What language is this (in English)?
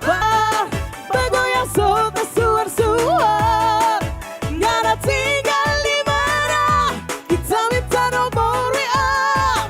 Manado Malay